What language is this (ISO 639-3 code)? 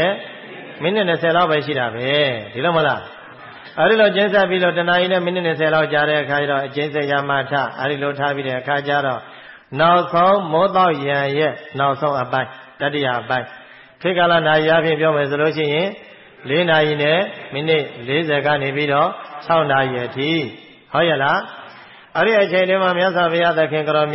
mya